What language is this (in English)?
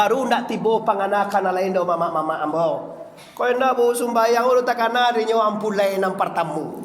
Minangkabau